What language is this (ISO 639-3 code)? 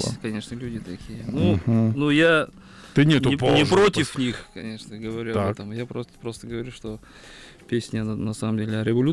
rus